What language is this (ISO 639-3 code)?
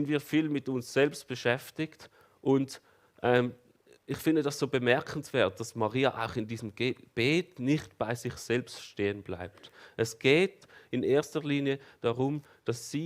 gsw